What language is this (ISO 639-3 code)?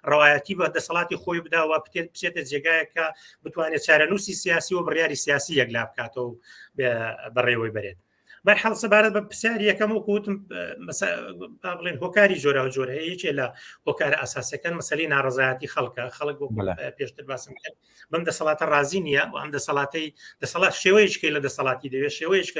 ckb